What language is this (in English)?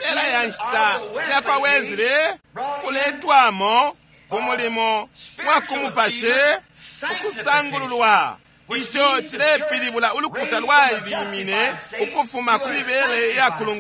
Bemba